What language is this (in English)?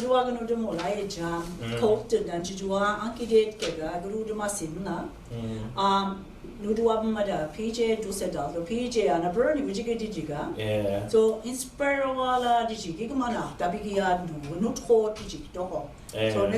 Mi'kmaw